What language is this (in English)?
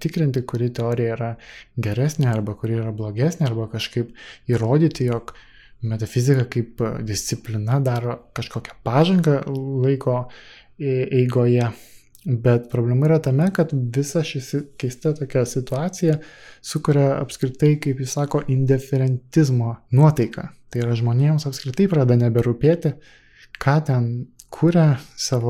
Lithuanian